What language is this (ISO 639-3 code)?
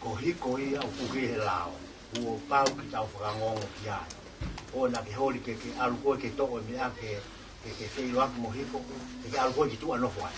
ton